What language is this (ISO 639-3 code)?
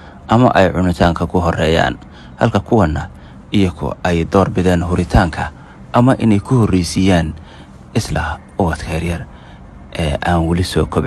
som